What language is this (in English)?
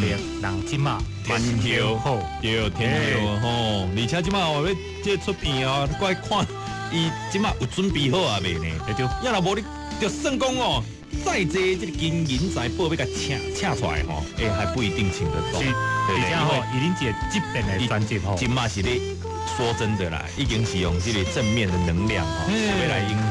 Min Nan Chinese